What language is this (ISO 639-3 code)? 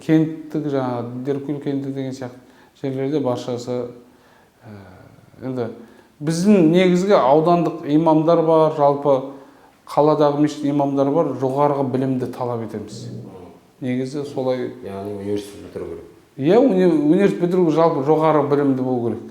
kaz